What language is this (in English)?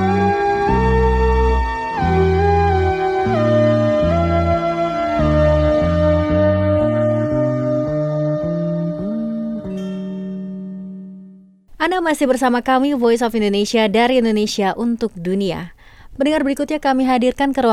Indonesian